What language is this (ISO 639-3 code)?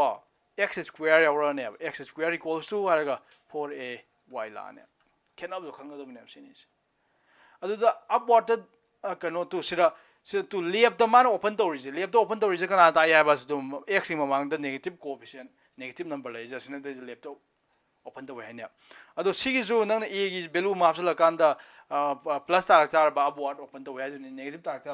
mni